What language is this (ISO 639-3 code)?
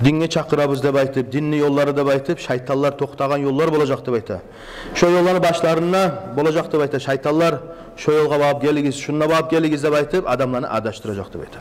kum